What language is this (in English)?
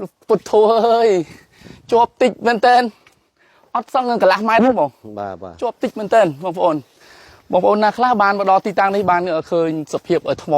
Khmer